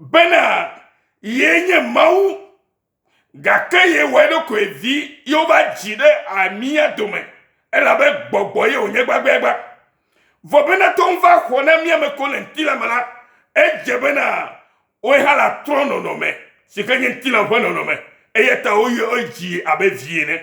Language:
Ewe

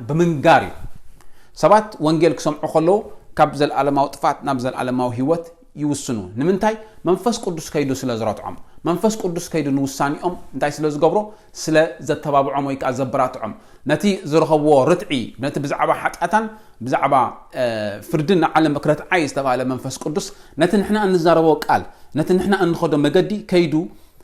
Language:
Tigrinya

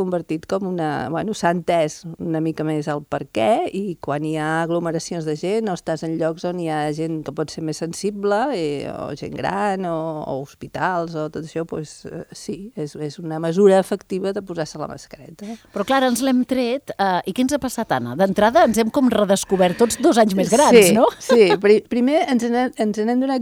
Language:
Catalan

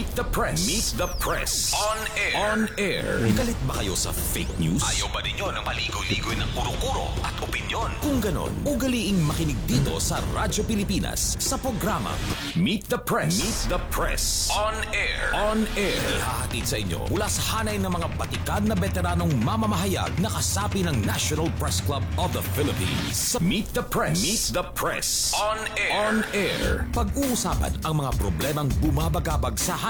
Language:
Filipino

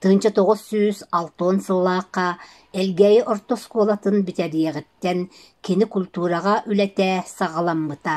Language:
Yakut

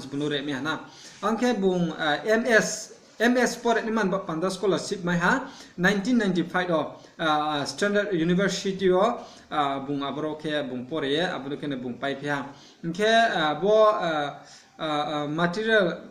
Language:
Riang (India)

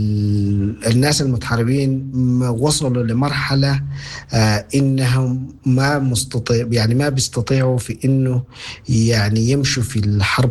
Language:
Sudanese Arabic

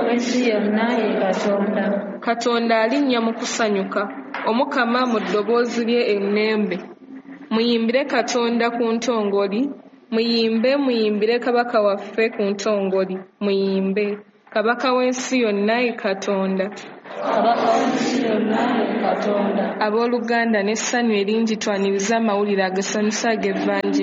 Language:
Ganda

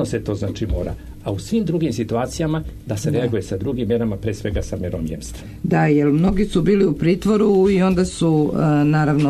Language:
Serbian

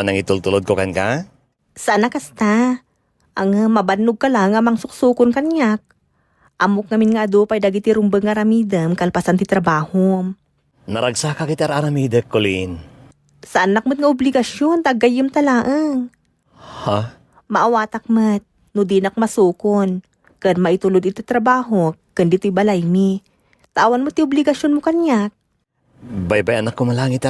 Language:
Iloko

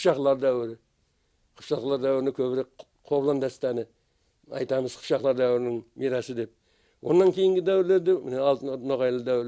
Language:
Kara-Kalpak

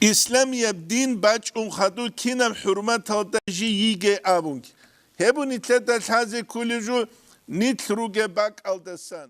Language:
Avaric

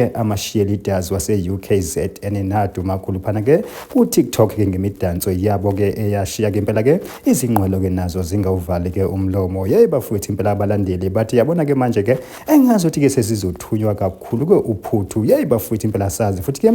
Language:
Zulu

